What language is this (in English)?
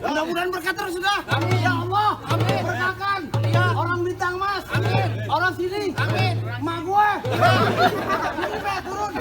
Betawi